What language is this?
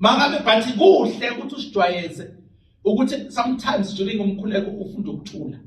Zulu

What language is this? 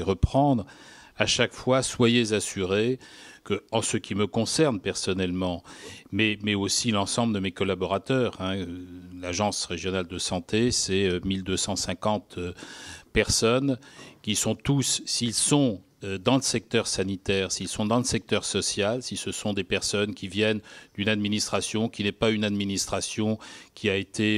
French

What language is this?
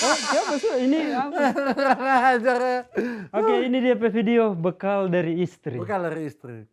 Manado Malay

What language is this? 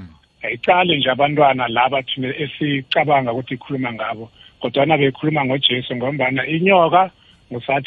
South Ndebele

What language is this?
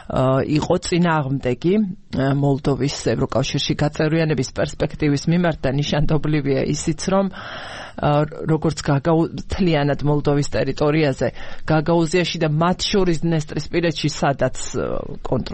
Georgian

